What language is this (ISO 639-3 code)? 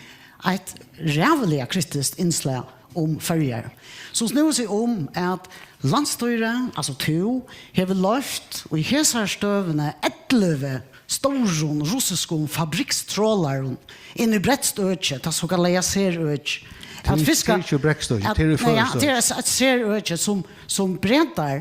fao